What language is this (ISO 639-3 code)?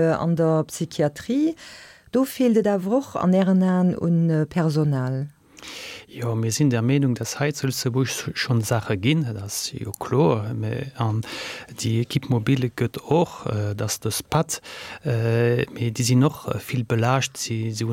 ltz